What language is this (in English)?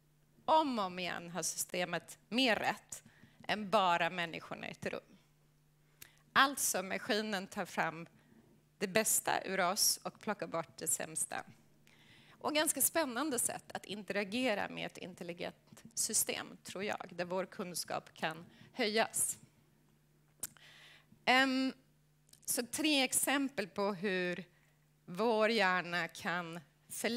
Swedish